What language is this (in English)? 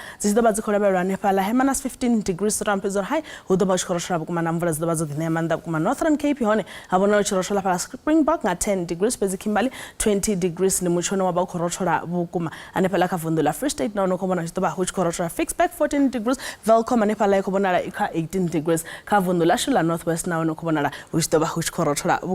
Venda